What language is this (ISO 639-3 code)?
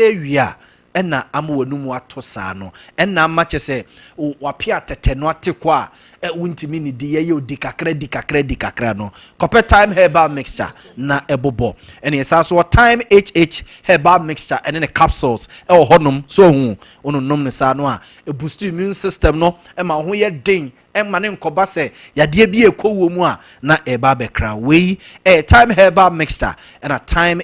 aka